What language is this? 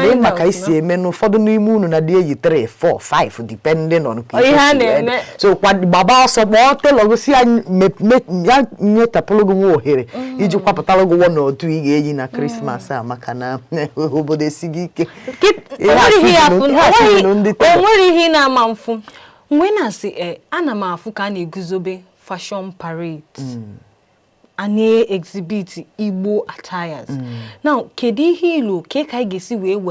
Igbo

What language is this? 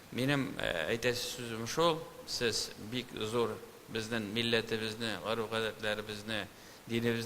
Tatar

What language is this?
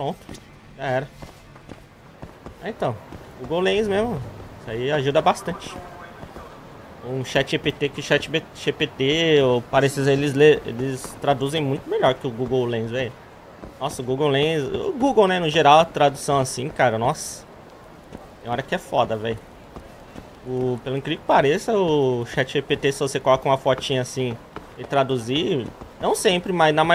Portuguese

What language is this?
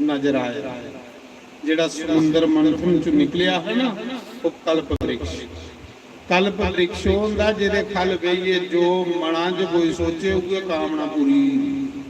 Dogri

